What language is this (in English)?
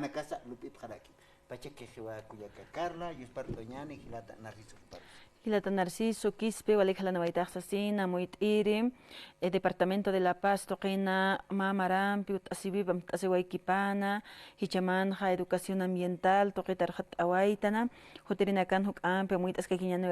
Aymara